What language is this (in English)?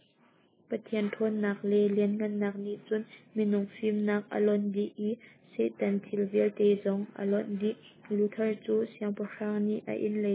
Hakha Chin